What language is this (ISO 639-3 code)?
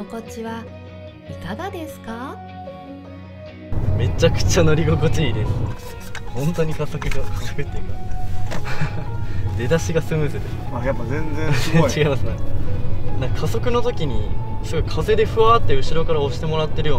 jpn